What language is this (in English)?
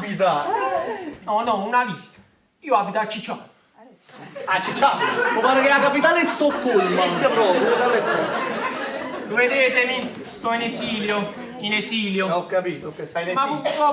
Neapolitan